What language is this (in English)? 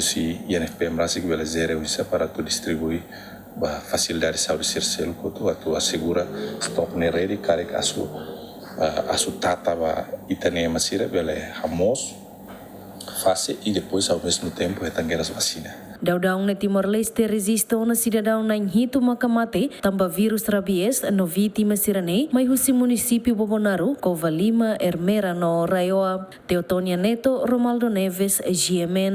Tetum